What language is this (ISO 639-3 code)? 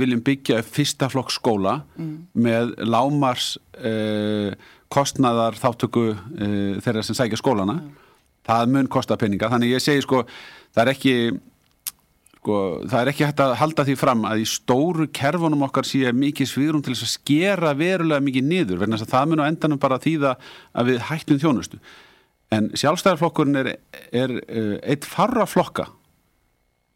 isl